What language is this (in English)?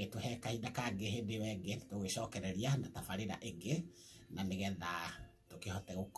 Kikuyu